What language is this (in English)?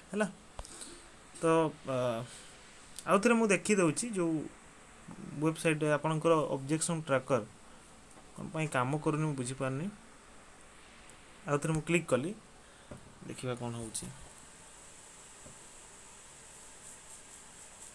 Odia